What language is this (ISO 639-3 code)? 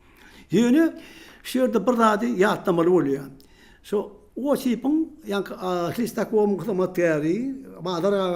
tuk